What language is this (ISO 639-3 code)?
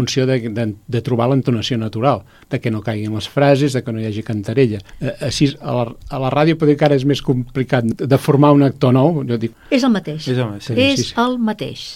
cat